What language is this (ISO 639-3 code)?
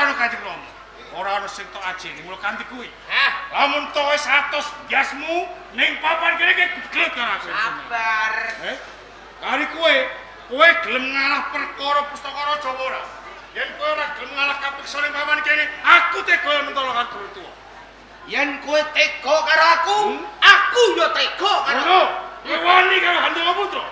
jav